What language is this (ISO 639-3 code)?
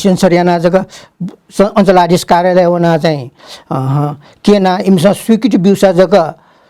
new